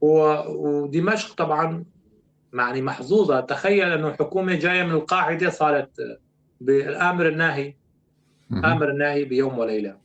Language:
North Levantine Arabic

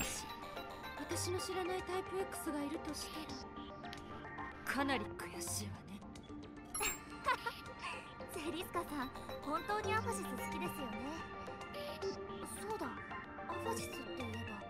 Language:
Japanese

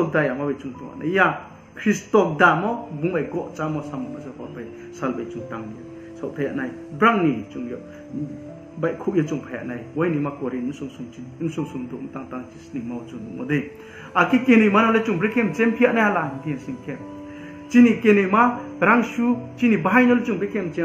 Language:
Riang (India)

